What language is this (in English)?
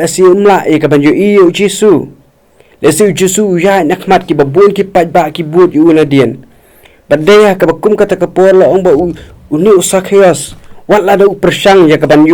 Khasi